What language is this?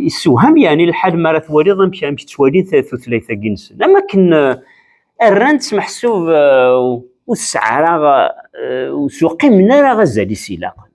Kabyle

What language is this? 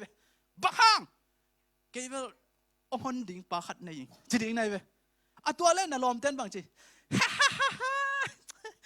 Tedim Chin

